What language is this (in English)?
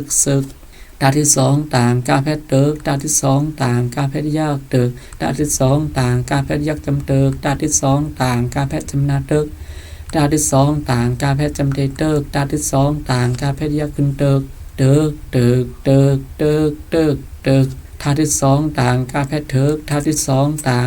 Shan